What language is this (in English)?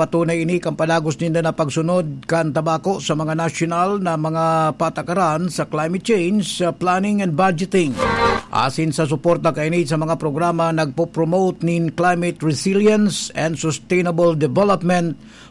Bikol